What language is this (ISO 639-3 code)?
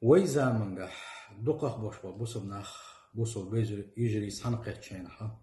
che